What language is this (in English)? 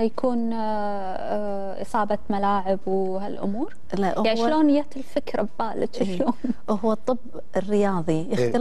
Gulf Arabic